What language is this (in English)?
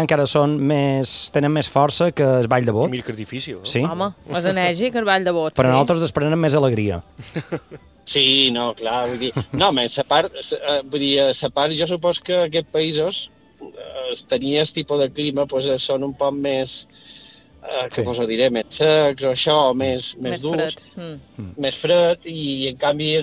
Catalan